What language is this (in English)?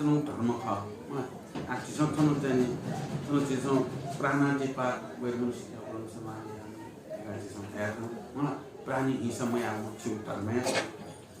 Newari